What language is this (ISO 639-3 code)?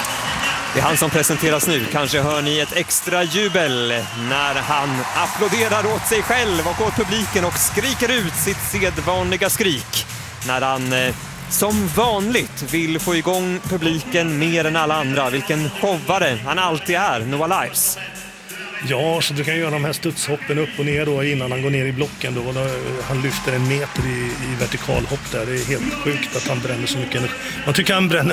swe